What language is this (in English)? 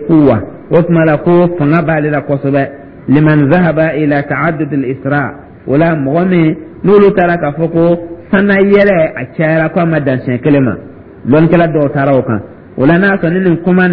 Dyula